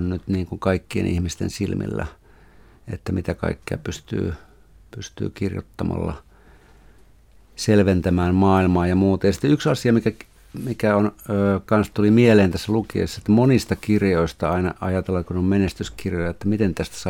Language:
Finnish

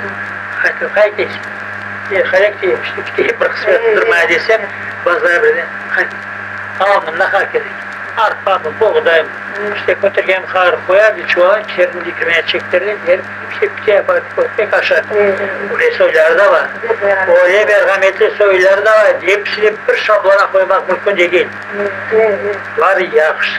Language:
Crimean Tatar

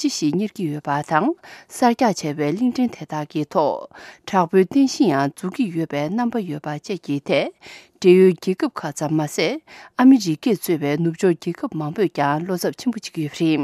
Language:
Tibetan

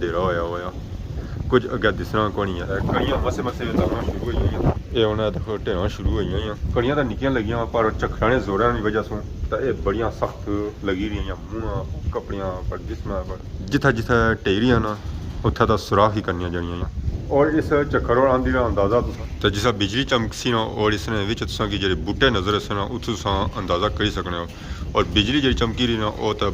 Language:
Pahari-Potwari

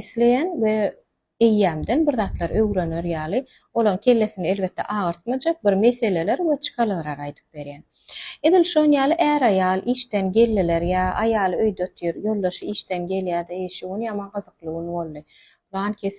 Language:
Turkmen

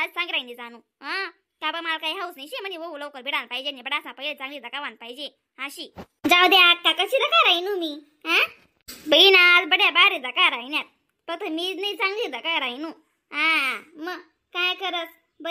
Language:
Khandesi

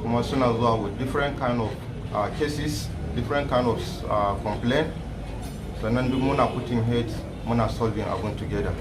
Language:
Hausa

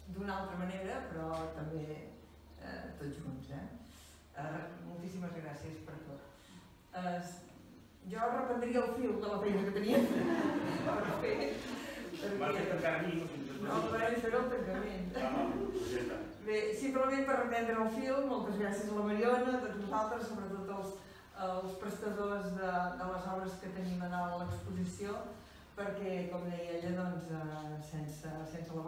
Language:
Catalan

